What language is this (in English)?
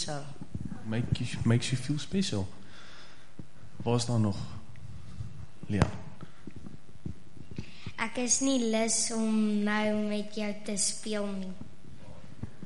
Afrikaans